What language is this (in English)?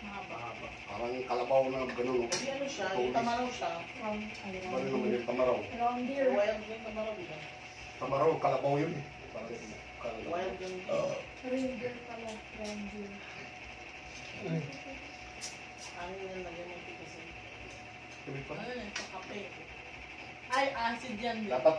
Filipino